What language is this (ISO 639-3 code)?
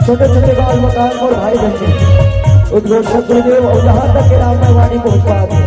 hne